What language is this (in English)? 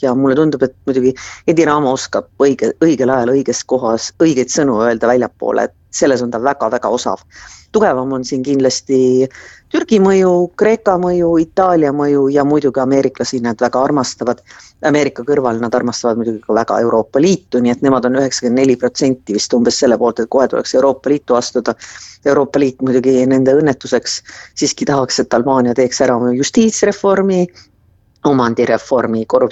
Estonian